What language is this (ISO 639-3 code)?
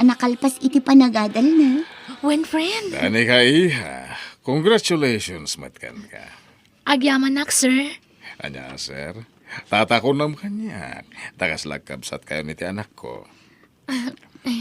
ilo